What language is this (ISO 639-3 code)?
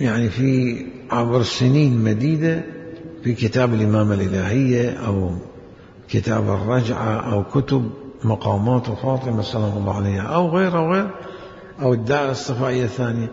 acm